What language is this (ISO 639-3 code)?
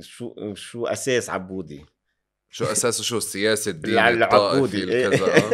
apc